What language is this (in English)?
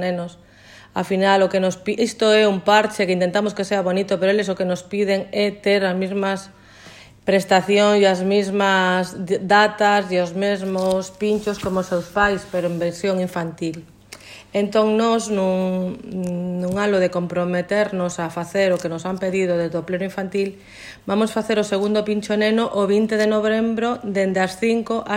Galician